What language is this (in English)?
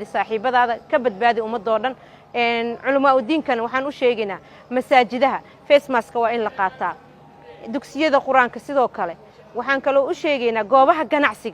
Somali